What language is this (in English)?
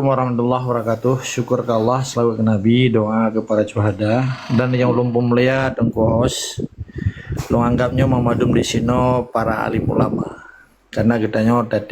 Achinese